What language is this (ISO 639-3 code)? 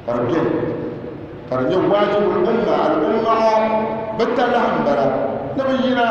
dag